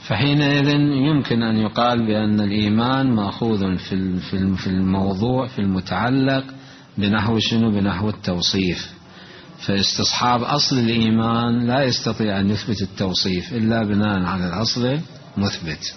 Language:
Mesopotamian Arabic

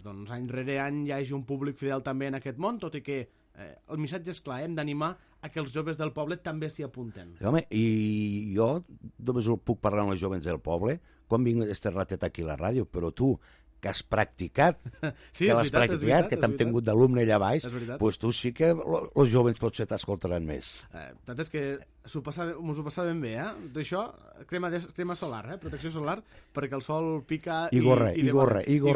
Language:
Catalan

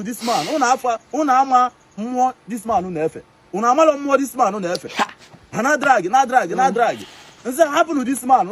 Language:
Igbo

